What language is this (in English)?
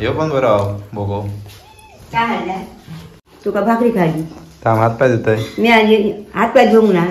Konkani